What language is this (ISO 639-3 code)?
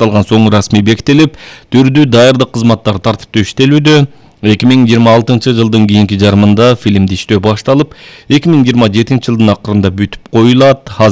kir